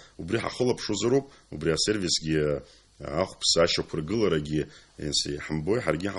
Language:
Abkhazian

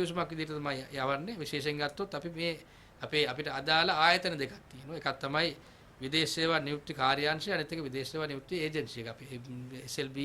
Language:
Sinhala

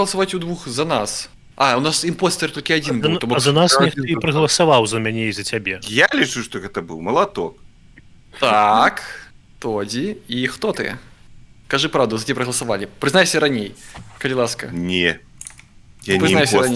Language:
Belarusian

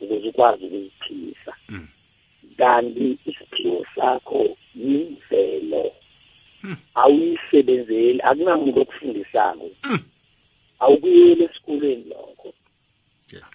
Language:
South Ndebele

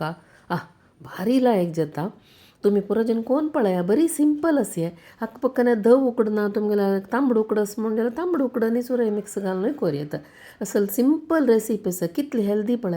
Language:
Konkani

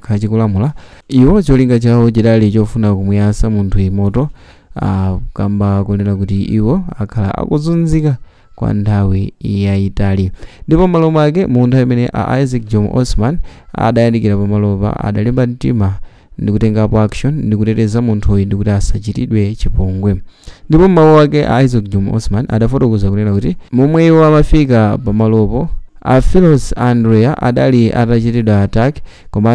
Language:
Nyanja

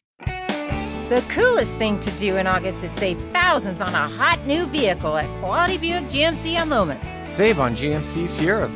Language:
English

